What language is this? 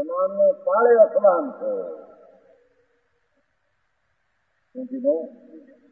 Gujarati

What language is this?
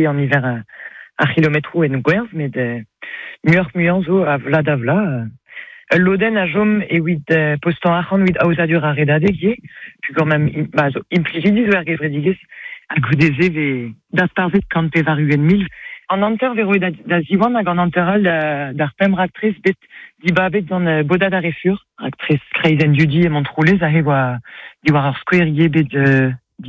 Breton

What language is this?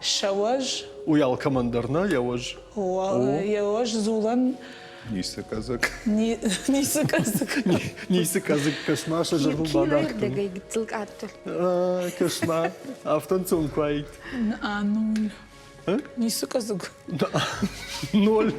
Ossetic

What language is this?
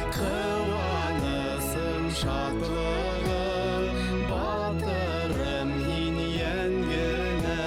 Bashkir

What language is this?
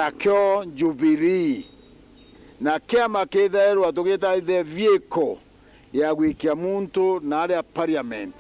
Meru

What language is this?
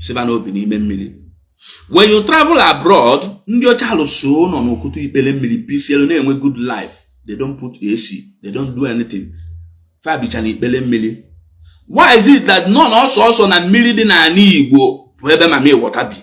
Igbo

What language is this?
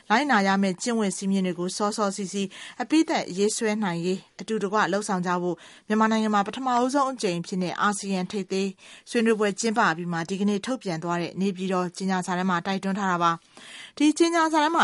Burmese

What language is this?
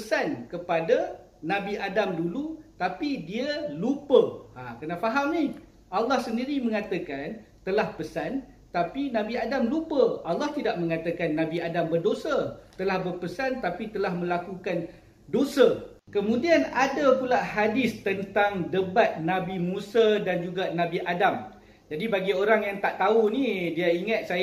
Malay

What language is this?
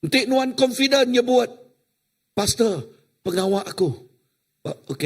Iban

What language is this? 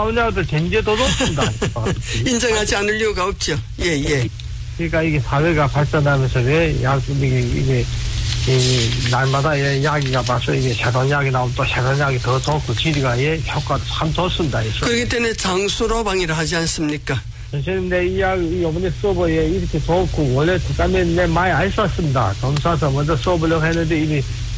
Korean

